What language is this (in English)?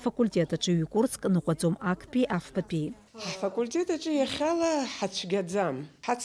Abkhazian